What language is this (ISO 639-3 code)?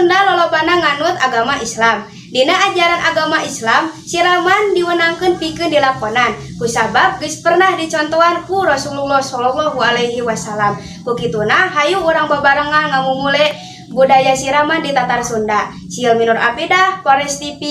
sun